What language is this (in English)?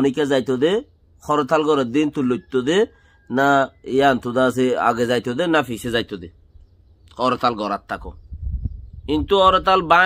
Rohingya